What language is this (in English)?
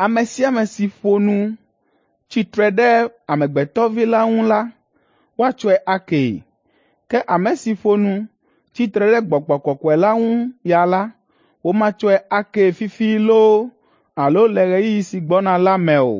Ewe